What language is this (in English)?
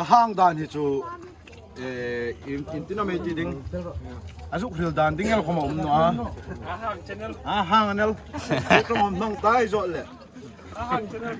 Hmar